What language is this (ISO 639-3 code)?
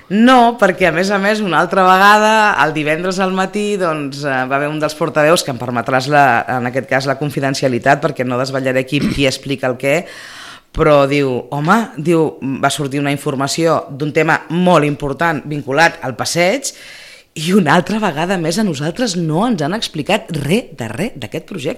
cat